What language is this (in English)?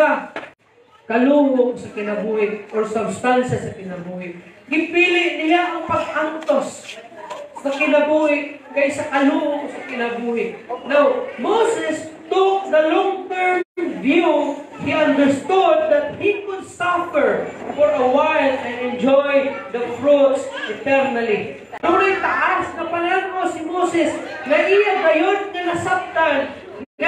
Cebuano